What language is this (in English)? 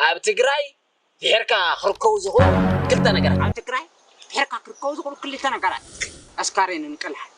Tigrinya